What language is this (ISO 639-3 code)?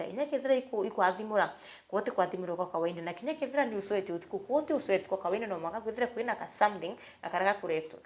mer